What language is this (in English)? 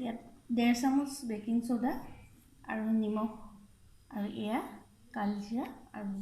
Assamese